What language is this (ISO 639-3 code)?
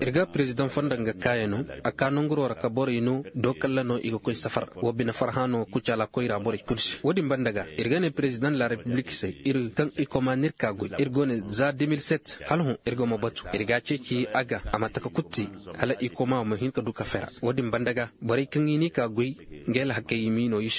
ses